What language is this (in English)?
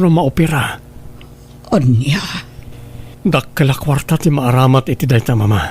Iloko